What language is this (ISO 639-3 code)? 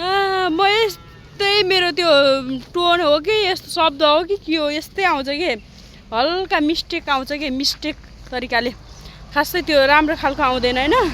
nep